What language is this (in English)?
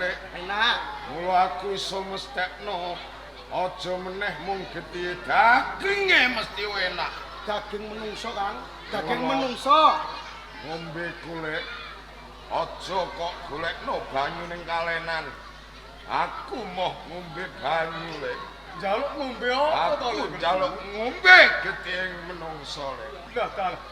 Javanese